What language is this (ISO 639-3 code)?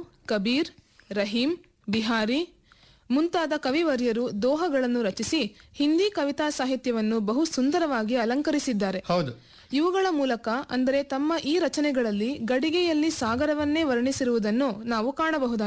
kan